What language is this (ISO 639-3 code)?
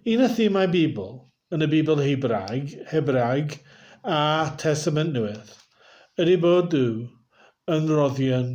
cym